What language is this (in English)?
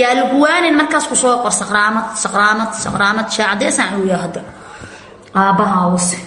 Somali